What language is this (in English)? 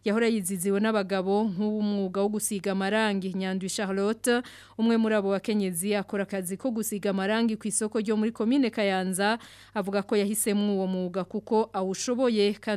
Rundi